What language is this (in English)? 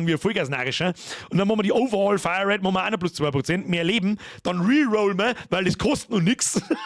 Bavarian